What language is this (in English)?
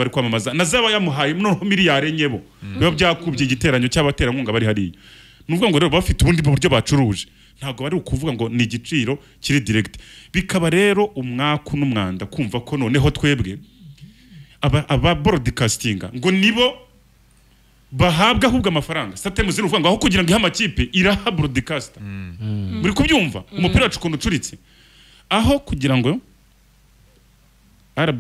Kinyarwanda